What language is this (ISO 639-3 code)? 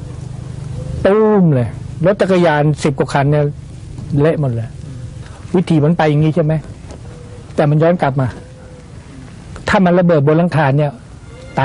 tha